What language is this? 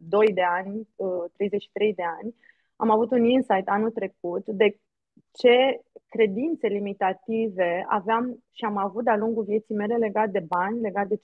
Romanian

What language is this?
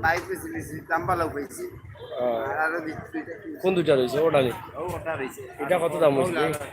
Sylheti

